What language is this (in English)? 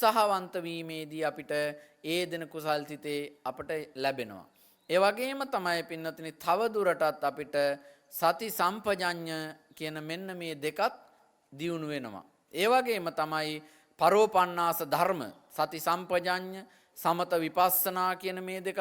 Sinhala